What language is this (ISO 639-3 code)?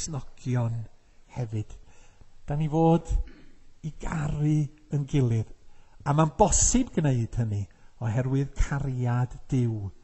cym